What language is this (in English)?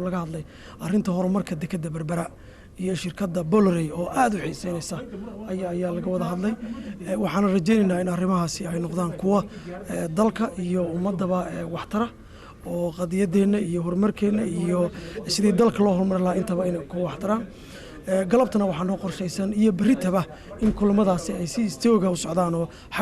Somali